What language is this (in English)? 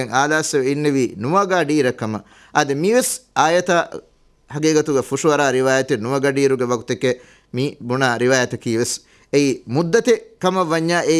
Divehi